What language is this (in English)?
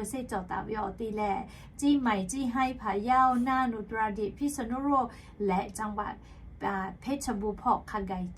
Lahu